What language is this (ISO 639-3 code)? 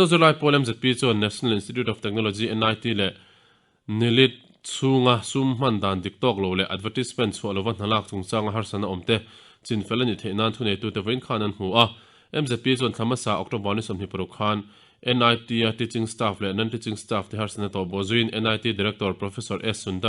lus